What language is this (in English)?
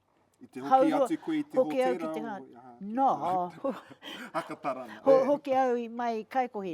Māori